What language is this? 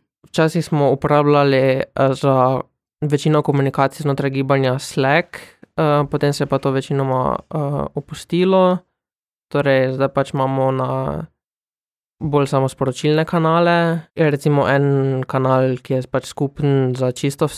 Slovenian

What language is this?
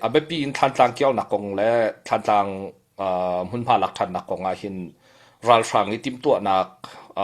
Hakha Chin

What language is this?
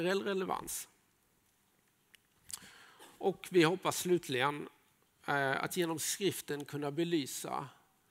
Swedish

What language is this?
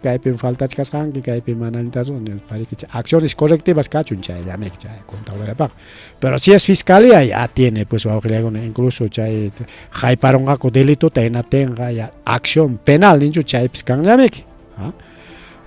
Ayacucho Quechua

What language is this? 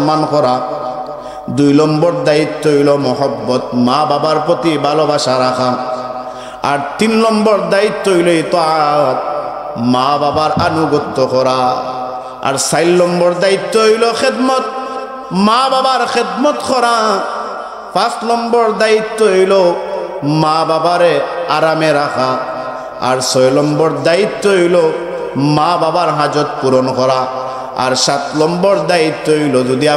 Sylheti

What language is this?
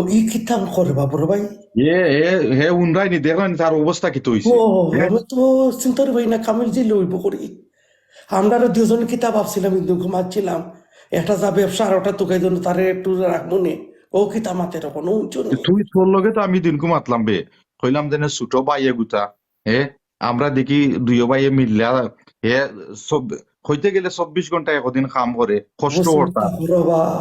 Sylheti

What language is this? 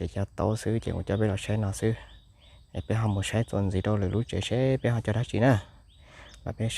Hmong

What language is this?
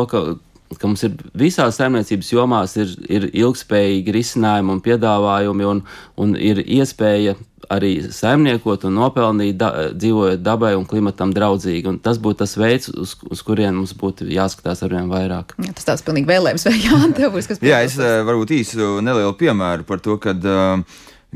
Latvian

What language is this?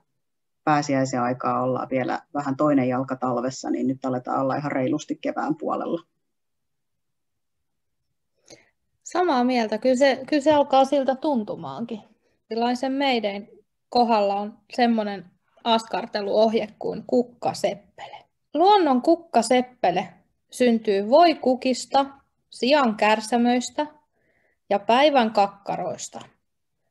Finnish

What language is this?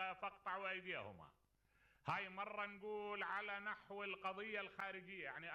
Mesopotamian Arabic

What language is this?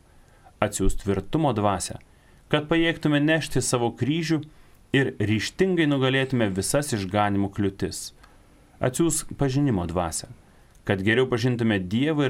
Lithuanian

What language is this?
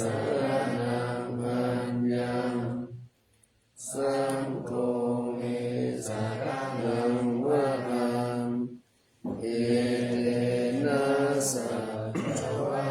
Pali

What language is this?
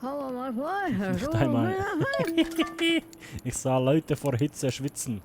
Swiss German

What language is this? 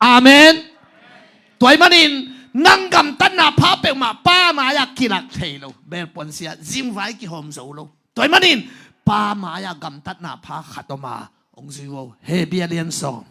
Tedim Chin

